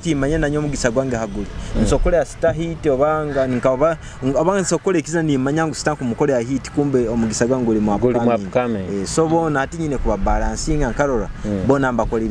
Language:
Nyoro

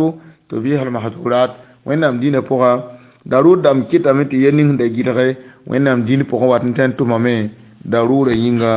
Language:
Mossi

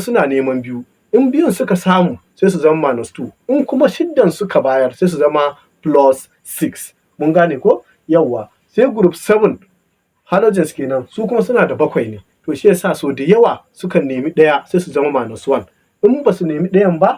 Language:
Hausa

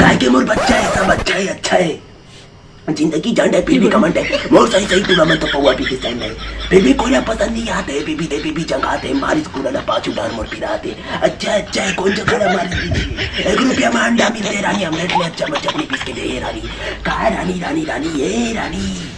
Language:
Chhattisgarhi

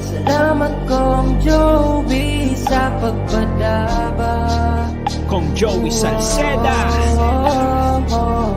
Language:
Bikol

